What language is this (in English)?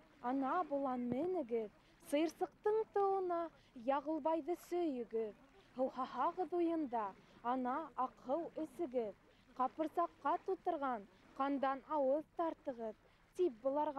Bashkir